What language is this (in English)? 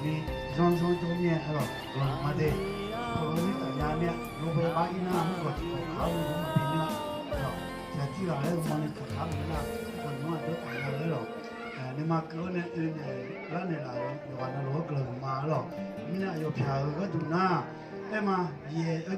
Akha